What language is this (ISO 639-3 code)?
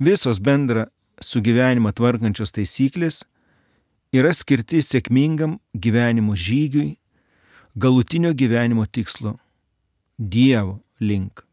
lit